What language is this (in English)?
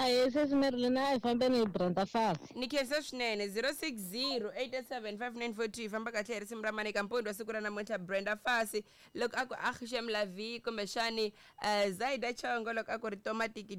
Tsonga